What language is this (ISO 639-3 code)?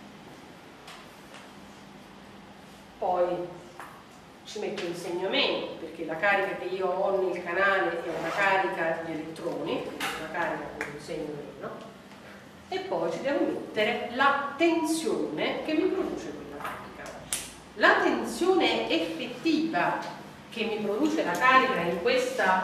ita